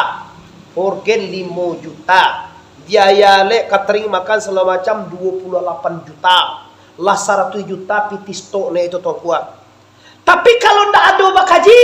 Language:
Minangkabau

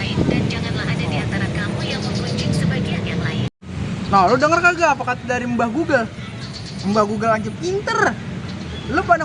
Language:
Betawi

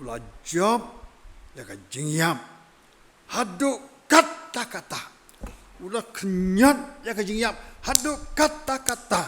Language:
Khasi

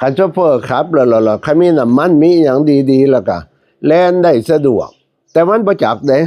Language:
Northeastern Thai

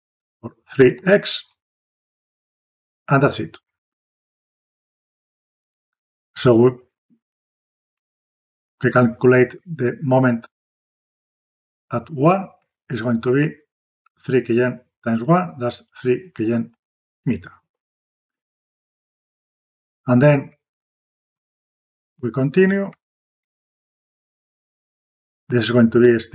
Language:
English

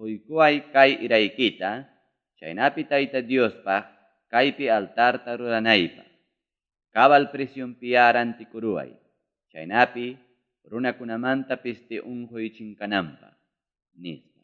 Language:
Ayacucho Quechua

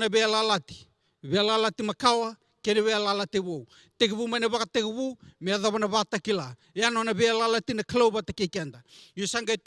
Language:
Fijian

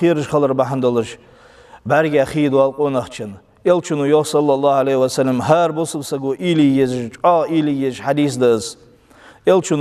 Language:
Ingush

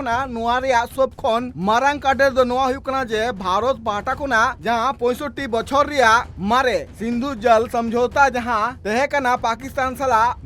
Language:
Santali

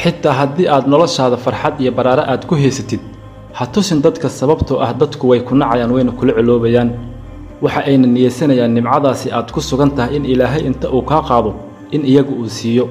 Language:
Somali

